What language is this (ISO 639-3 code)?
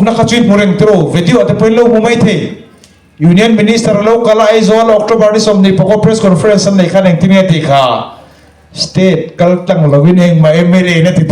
lus